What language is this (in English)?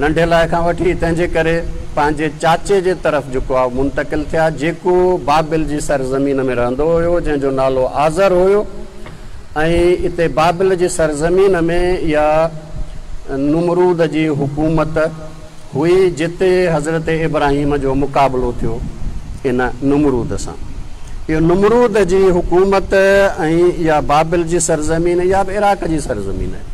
Sindhi